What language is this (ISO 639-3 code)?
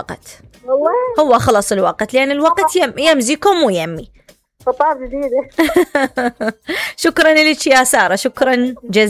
acm